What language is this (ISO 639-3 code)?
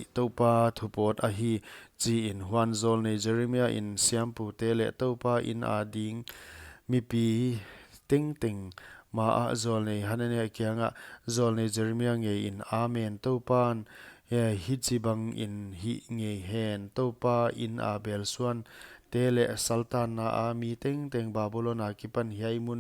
pck